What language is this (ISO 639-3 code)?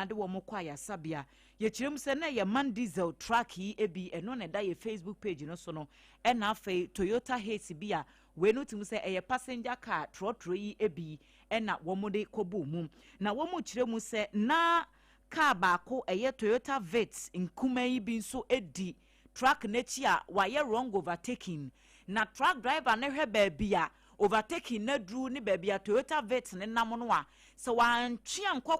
aka